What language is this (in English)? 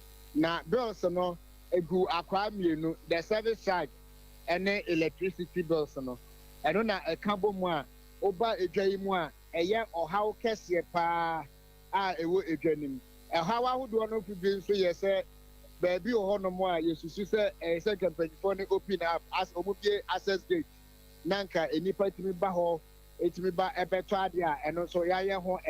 Akan